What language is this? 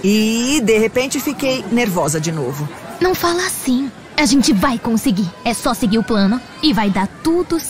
Portuguese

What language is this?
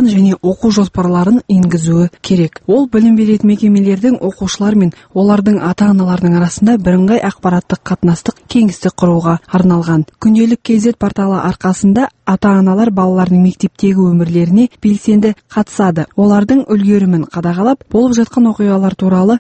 Kazakh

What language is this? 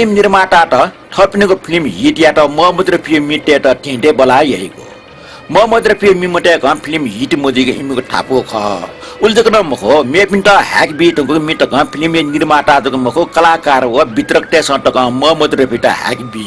Newari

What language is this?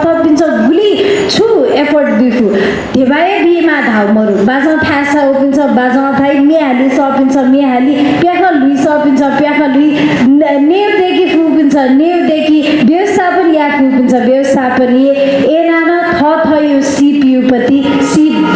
Newari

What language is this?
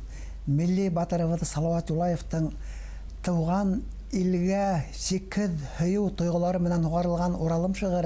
Bashkir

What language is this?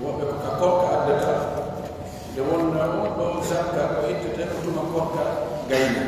Fula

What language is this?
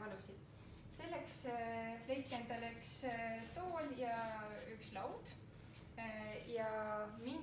Estonian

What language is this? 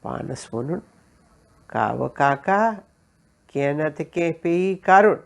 Kashmiri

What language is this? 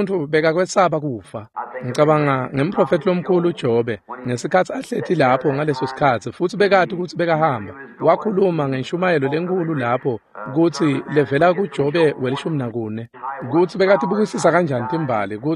Swati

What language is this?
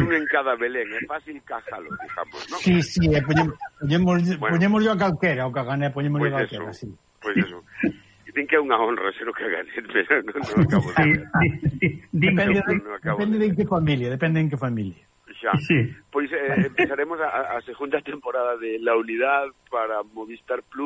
Galician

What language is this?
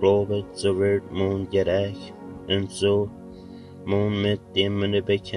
Plautdietsch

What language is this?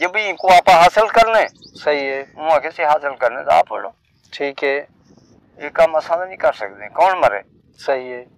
Saraiki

